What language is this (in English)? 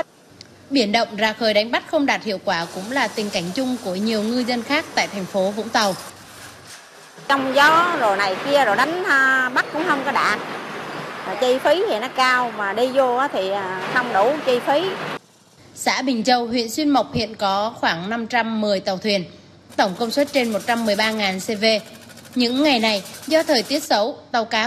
Vietnamese